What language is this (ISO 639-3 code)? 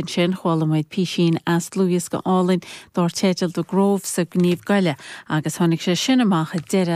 gle